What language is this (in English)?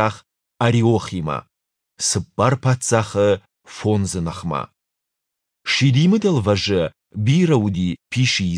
Ossetic